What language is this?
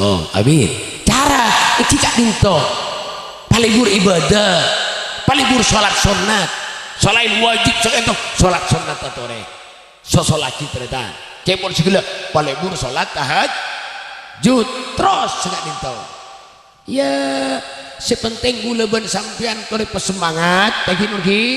Madurese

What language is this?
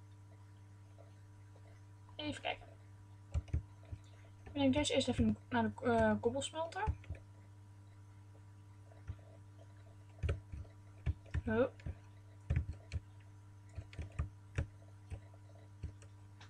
Dutch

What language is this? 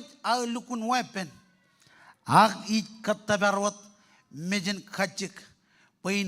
Marshallese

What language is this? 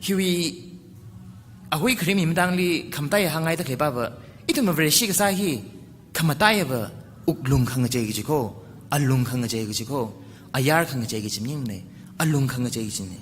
Tangkhul Naga (India)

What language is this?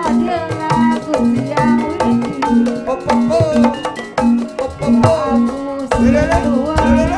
Betawi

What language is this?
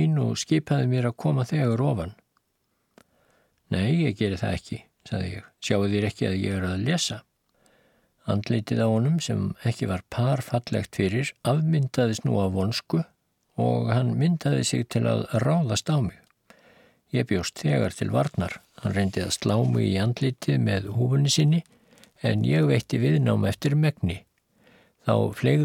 Icelandic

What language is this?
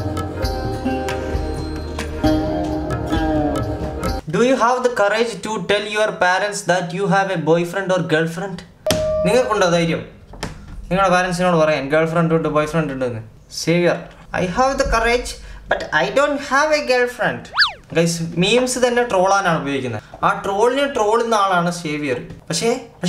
Malayalam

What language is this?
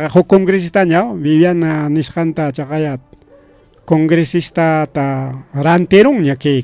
Ayacucho Quechua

